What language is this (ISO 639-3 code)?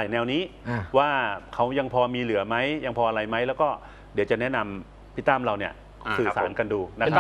tha